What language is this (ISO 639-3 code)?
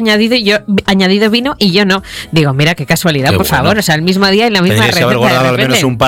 spa